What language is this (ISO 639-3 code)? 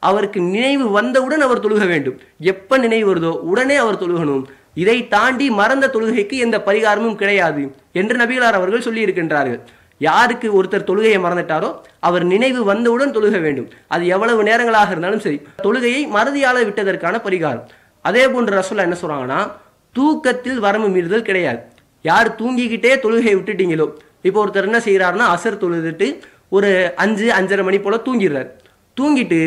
tam